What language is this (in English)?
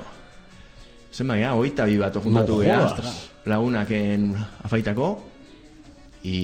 Basque